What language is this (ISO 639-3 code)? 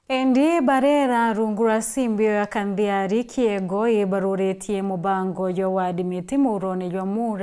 mer